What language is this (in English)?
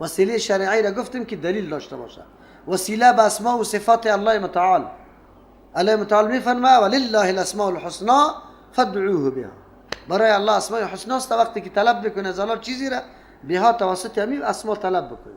Persian